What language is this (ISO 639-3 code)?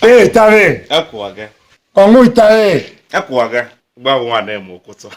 tiv